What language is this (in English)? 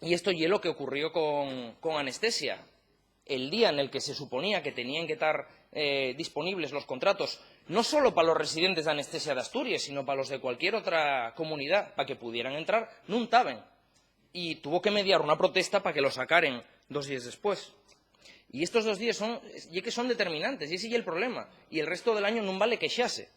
Asturian